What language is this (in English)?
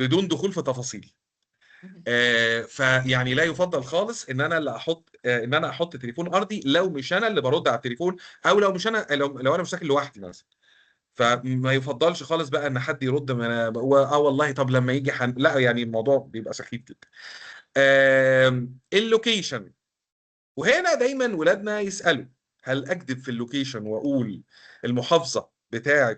Egyptian Arabic